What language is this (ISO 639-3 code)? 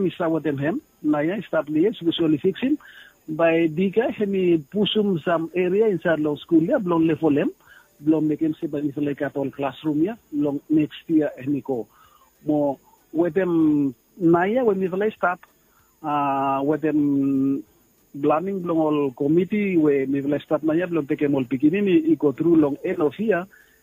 bis